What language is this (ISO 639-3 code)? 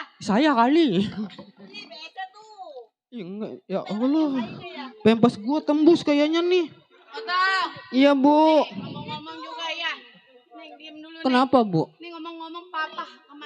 bew